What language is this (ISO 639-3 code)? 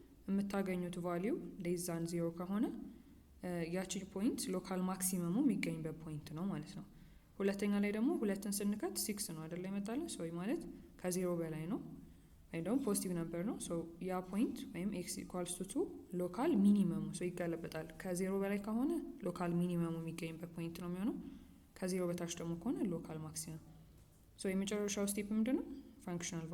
amh